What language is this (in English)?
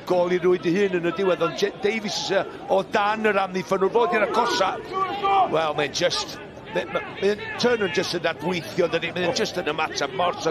Welsh